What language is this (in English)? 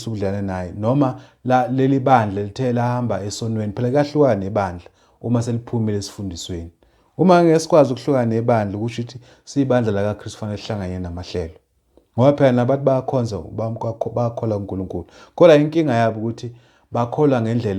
Zulu